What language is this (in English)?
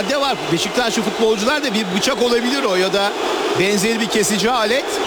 Turkish